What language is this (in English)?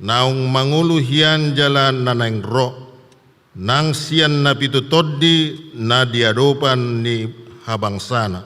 Batak Toba